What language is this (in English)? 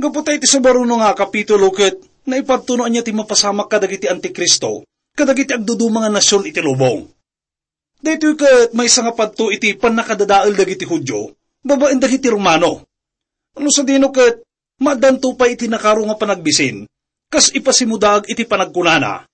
Iloko